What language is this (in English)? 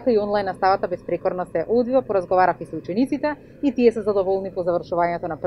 Macedonian